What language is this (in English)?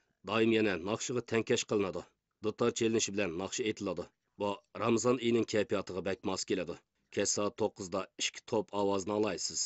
Uyghur